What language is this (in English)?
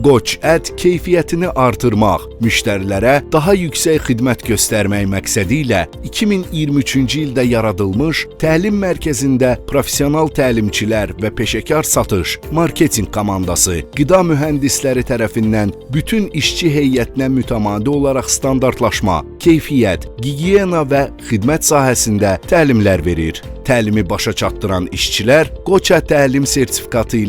Azerbaijani